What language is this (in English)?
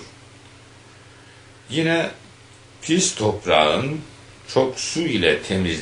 Turkish